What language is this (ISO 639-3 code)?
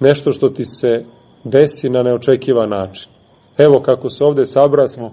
srp